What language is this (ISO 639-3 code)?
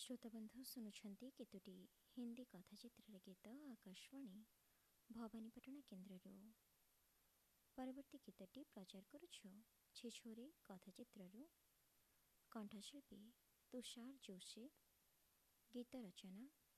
ori